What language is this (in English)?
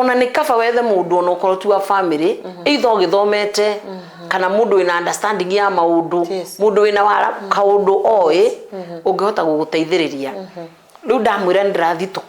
Kikuyu